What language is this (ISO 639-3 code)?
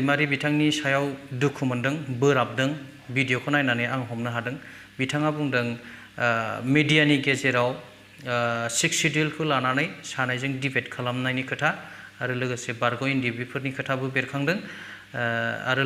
brx